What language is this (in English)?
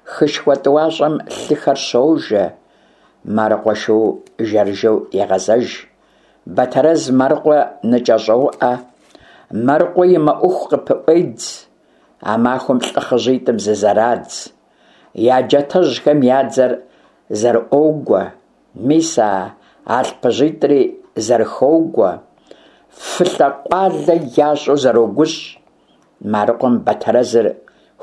Kabardian